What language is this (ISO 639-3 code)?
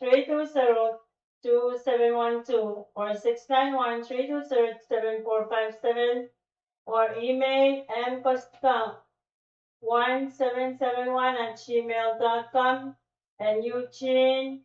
pon